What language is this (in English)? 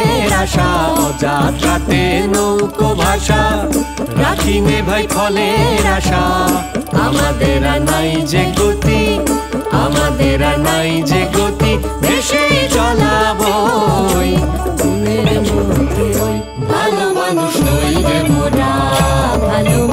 Bangla